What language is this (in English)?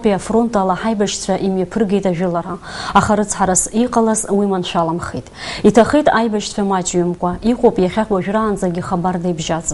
Abkhazian